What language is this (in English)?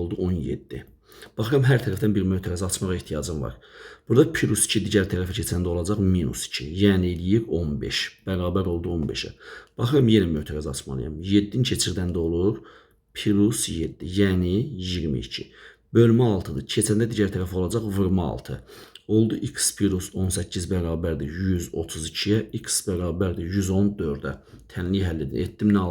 Azerbaijani